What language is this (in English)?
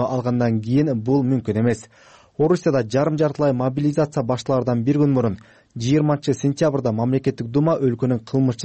Kyrgyz